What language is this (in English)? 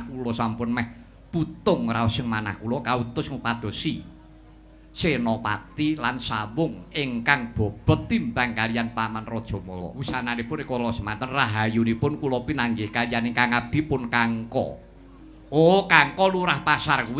Javanese